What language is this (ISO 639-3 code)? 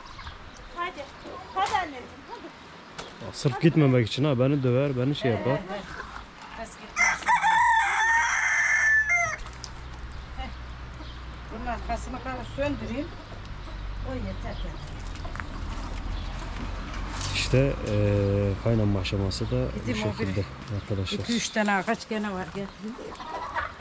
tur